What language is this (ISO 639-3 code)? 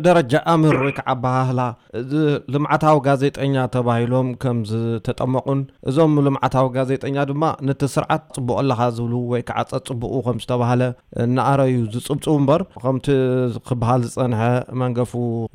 tir